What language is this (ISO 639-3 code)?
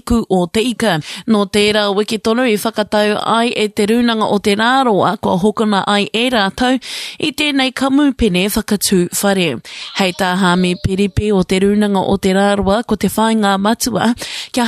mri